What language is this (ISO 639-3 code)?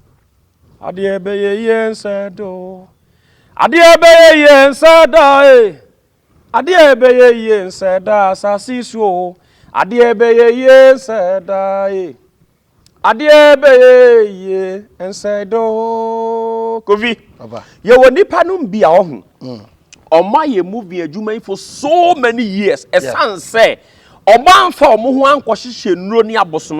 aka